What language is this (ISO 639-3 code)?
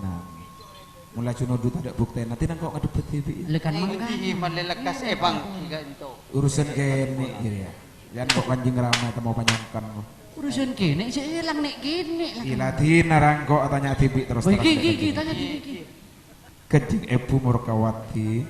mad